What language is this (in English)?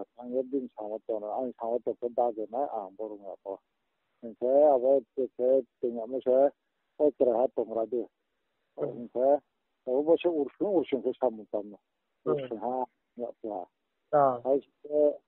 Riang (India)